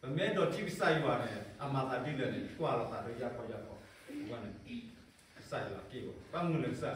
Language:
S'gaw Karen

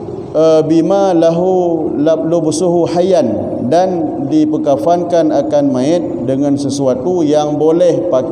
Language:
Achinese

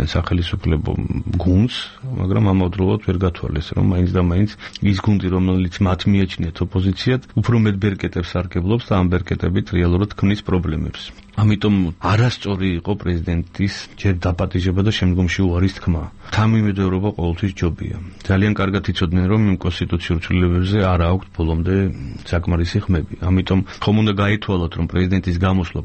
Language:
Georgian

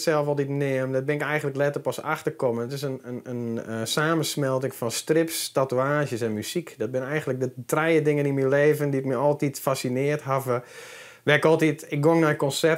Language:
Western Frisian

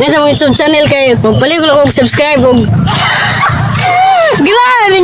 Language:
Cebuano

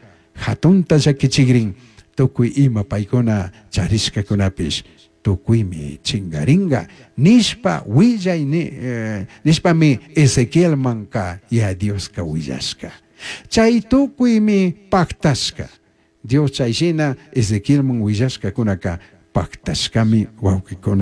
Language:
Chimborazo Highland Quichua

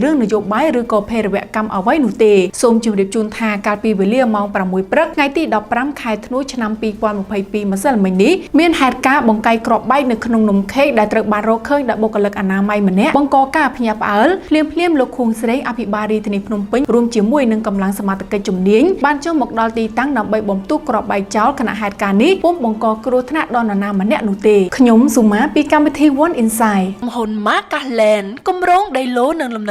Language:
Khmer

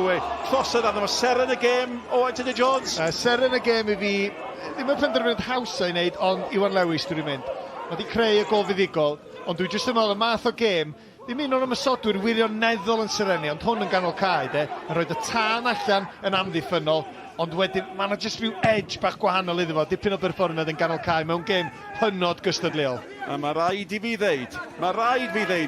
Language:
Welsh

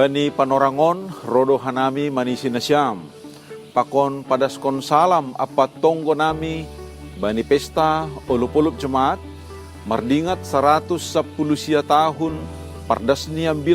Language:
Batak Simalungun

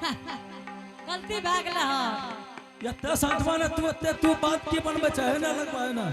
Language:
Angika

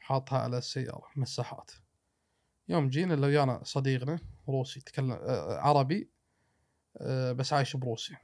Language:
Gulf Arabic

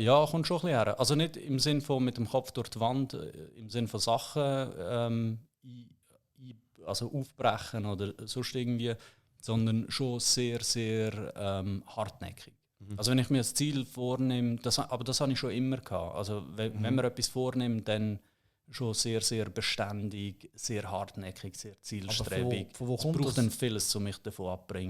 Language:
Swiss German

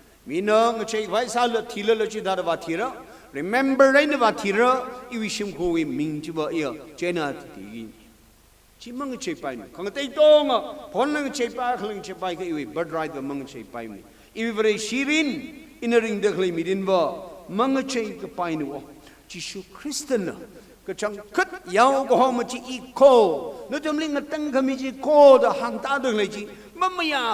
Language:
Tangkhul Naga (India)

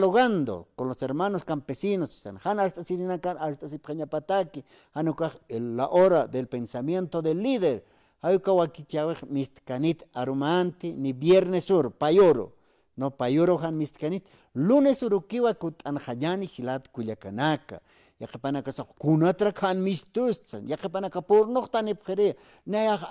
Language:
Aymara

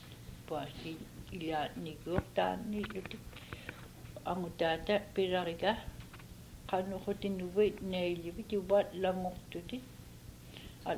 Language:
Inupiaq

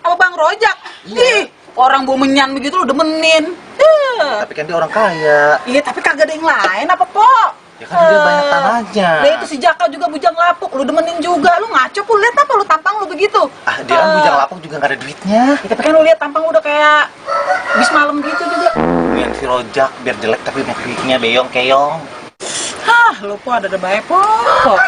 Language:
Betawi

